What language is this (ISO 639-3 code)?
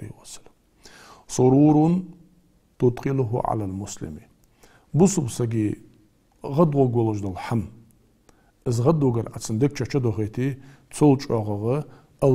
inh